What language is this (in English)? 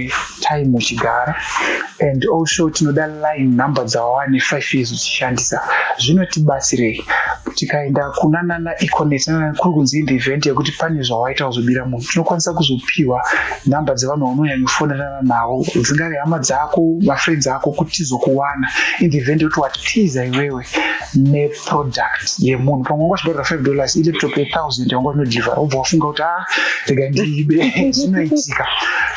Shona